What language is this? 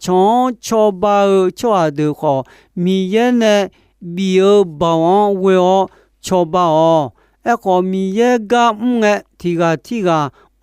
Akha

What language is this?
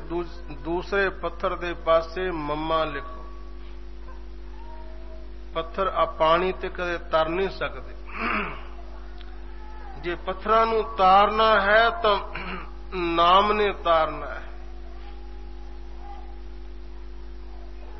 Punjabi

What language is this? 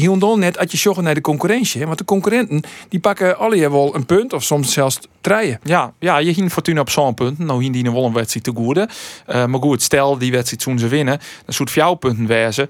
Western Frisian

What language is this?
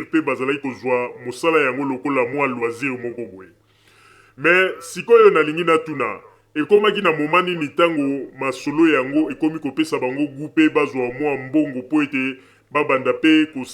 Lingala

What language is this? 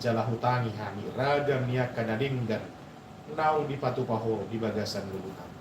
Batak Toba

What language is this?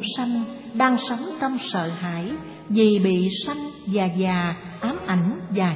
Vietnamese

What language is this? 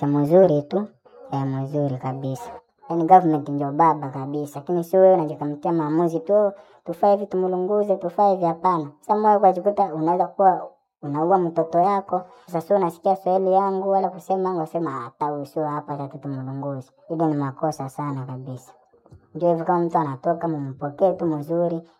Swahili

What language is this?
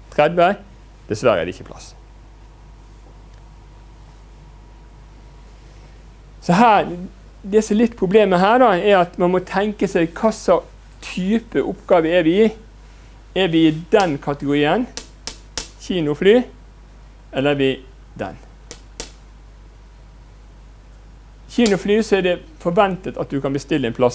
Norwegian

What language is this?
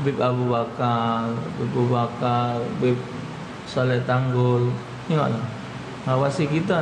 Musi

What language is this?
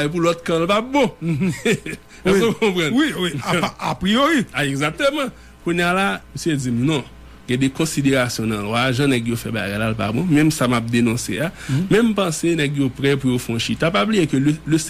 Haitian Creole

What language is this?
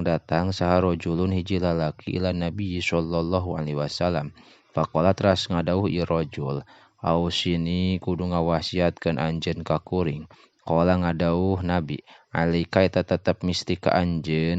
Sundanese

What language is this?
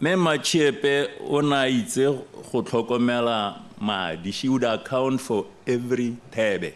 Tswana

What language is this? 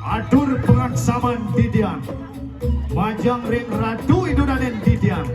Balinese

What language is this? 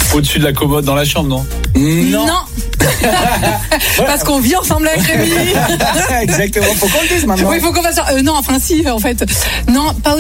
French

